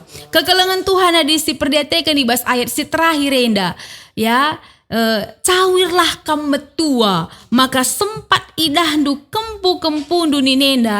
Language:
Batak Karo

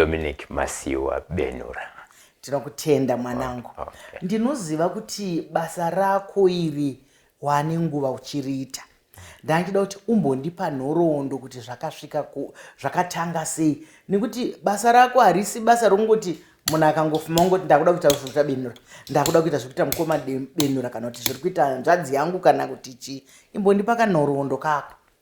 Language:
Shona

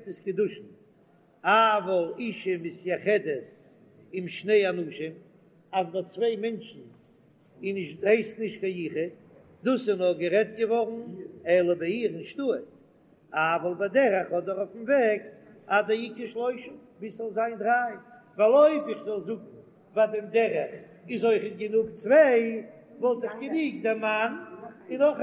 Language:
Yiddish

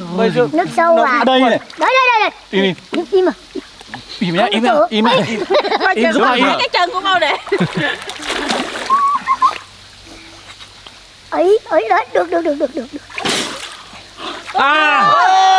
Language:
Vietnamese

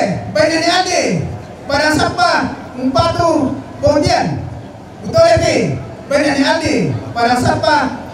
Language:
Toraja-Sa'dan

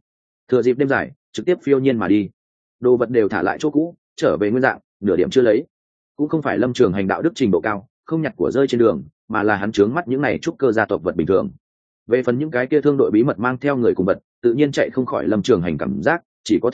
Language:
Vietnamese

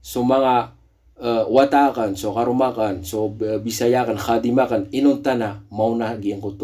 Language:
Maranao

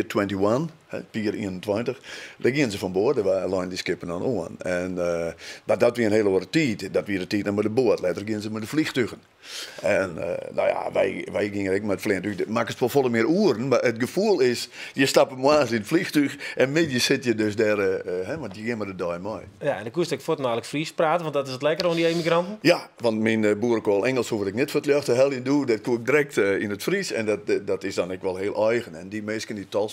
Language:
Western Frisian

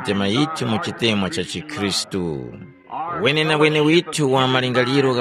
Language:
Tumbuka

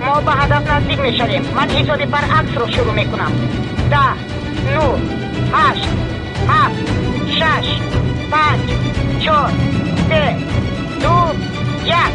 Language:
Tajik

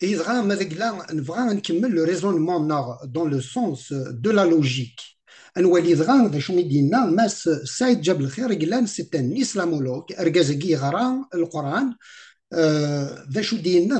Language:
Kabyle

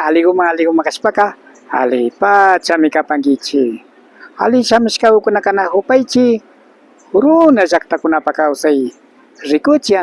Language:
Imbabura Highland Quichua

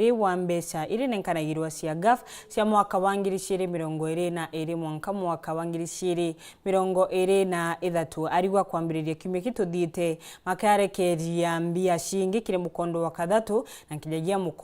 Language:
Meru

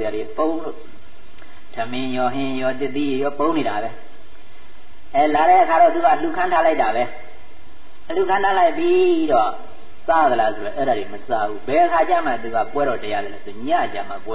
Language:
Burmese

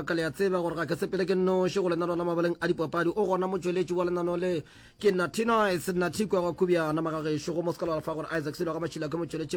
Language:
Northern Sotho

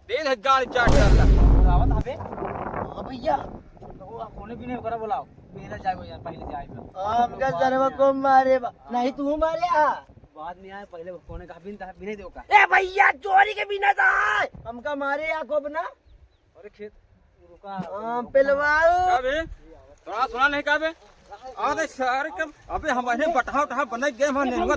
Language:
Awadhi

